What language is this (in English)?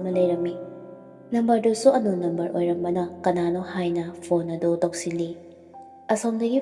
Manipuri